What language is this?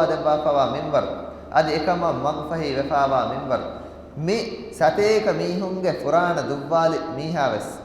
Divehi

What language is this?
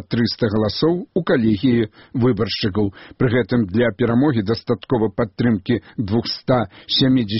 Belarusian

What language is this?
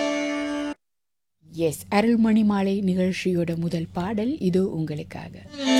Tamil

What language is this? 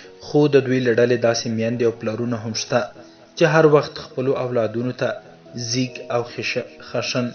Pashto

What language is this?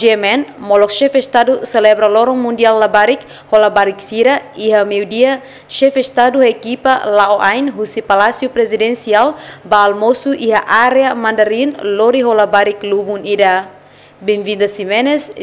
Tetum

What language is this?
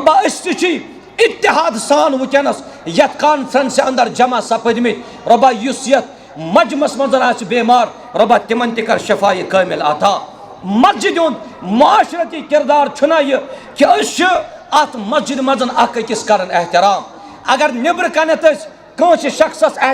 Kashmiri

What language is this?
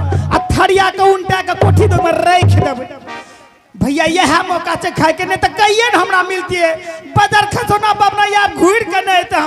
Angika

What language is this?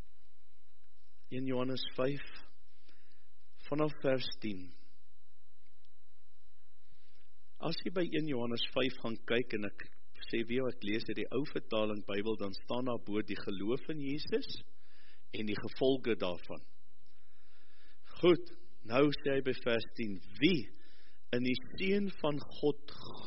Afrikaans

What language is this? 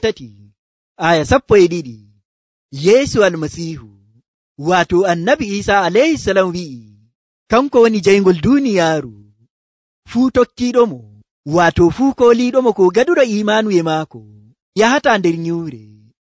Nigerian Fulfulde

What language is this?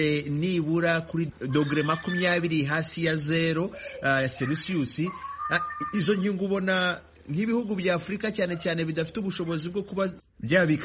Kinyarwanda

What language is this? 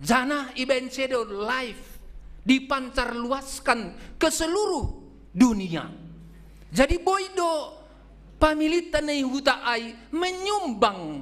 Batak Simalungun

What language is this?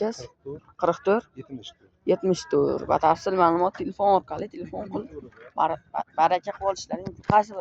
Uzbek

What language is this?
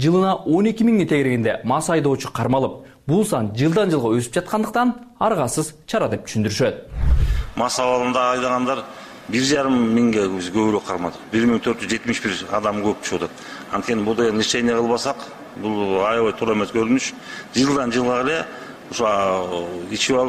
Kyrgyz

